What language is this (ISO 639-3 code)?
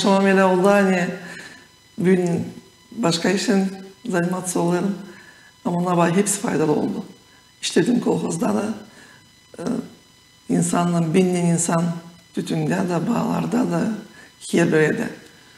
gag